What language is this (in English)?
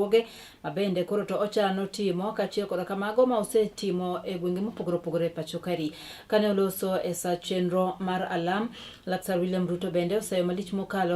Luo (Kenya and Tanzania)